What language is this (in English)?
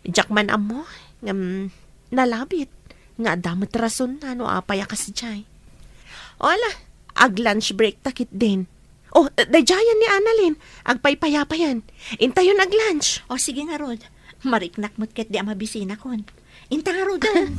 Iloko